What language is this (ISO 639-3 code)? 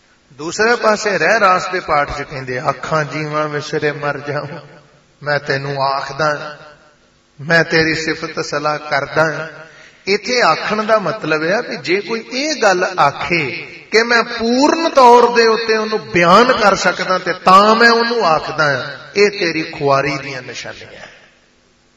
pan